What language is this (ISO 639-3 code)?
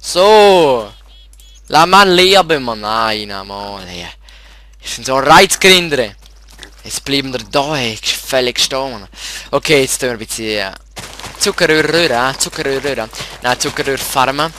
gsw